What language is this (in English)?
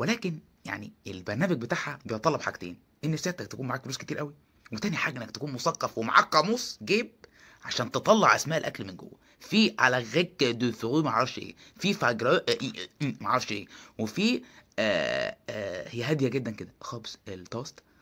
Egyptian Arabic